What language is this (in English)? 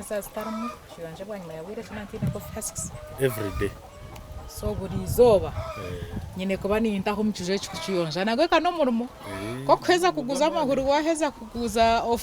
Nyankole